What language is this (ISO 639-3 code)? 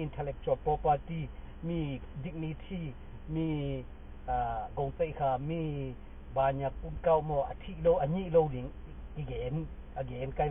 ctd